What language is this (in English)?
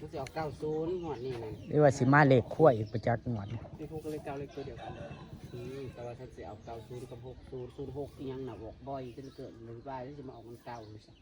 Northeastern Thai